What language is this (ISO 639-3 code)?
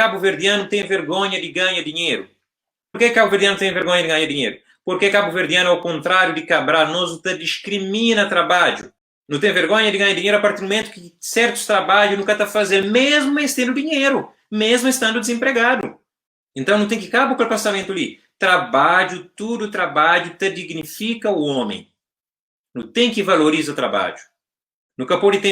kea